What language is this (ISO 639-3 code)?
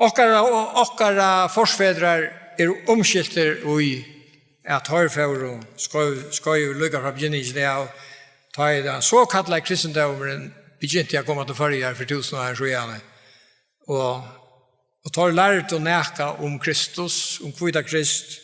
fao